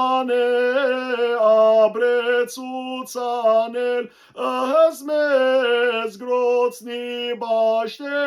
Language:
Western Armenian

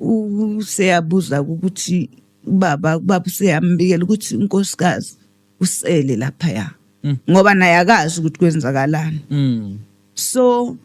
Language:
Zulu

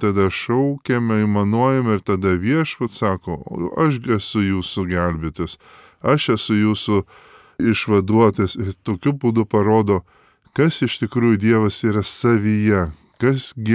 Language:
Lithuanian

